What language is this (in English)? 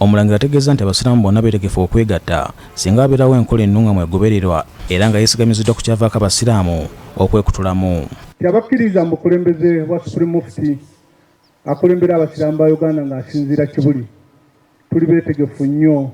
Ganda